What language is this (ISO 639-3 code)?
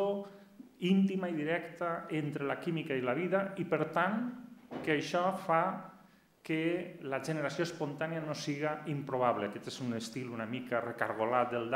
cat